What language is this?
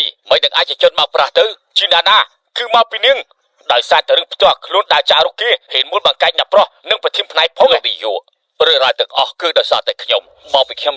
Khmer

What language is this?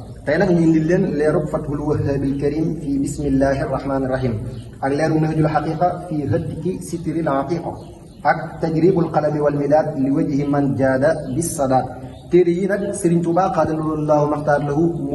Wolof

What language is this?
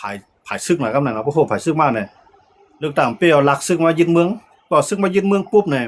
Shan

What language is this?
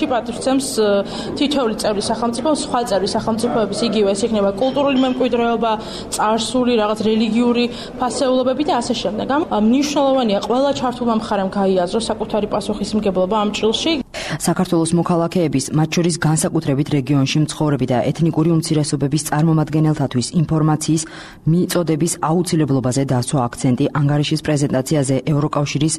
Georgian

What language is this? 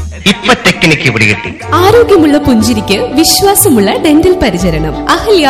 Malayalam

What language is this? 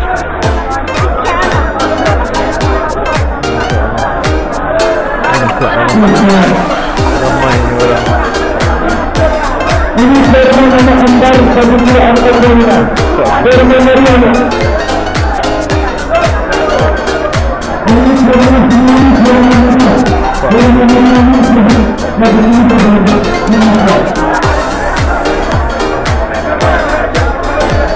Malay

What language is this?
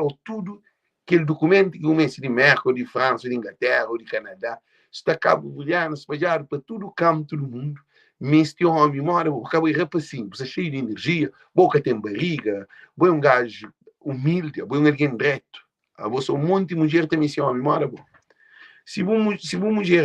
Kabuverdianu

